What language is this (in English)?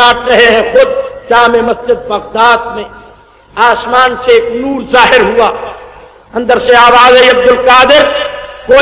Urdu